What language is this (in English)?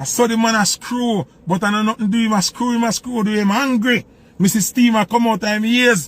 Jamaican Creole English